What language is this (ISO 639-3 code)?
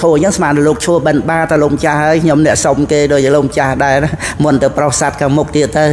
khm